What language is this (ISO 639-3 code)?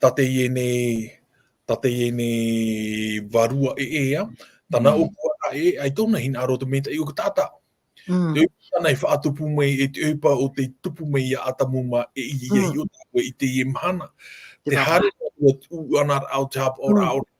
tah